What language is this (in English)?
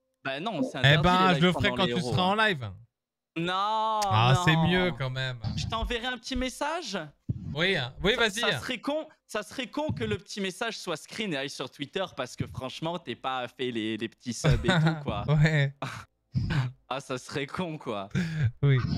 French